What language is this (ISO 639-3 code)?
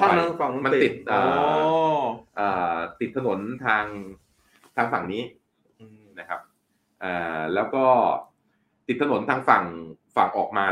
tha